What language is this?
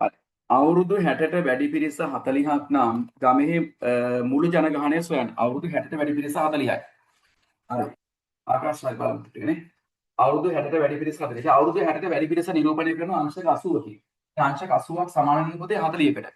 Sinhala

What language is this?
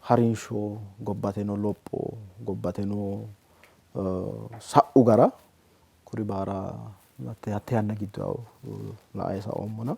Sidamo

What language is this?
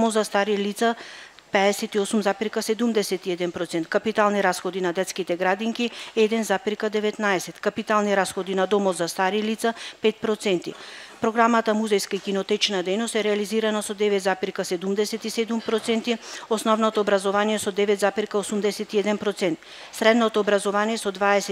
Macedonian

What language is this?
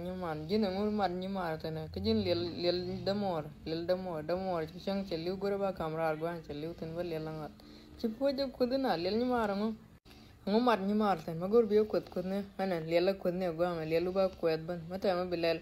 Nuer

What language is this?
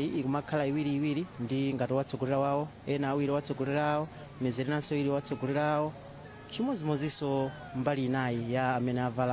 Nyanja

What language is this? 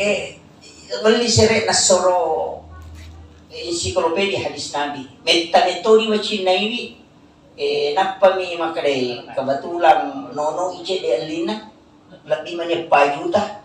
Buginese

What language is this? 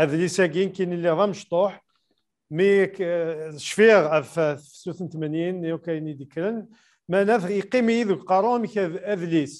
Kabyle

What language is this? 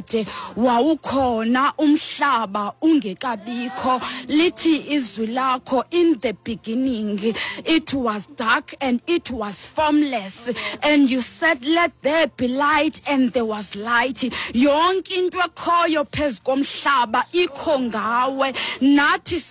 Xhosa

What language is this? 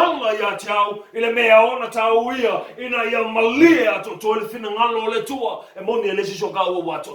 Samoan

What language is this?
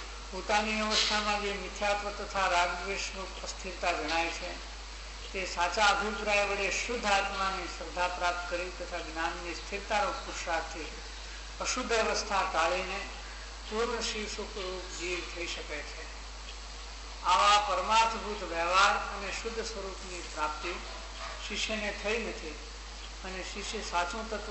Gujarati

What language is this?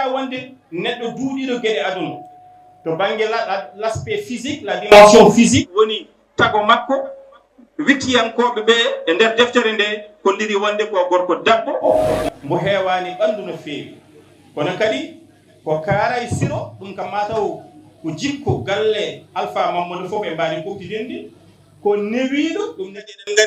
Fula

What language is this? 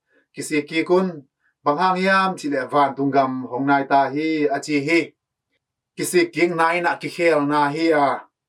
Tedim Chin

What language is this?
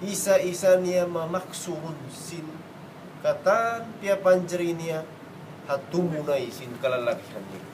Tausug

